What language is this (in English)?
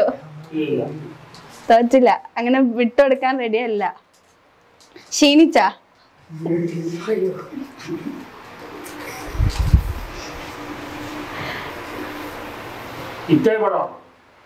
Malayalam